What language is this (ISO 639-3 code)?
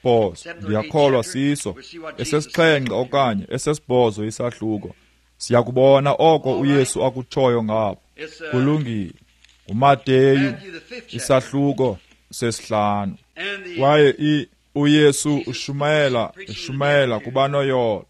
xho